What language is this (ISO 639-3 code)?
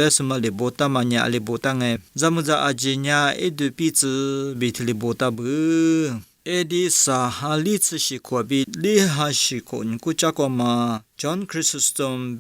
lis